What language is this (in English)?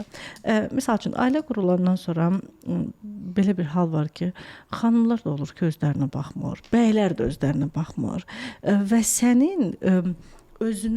Azerbaijani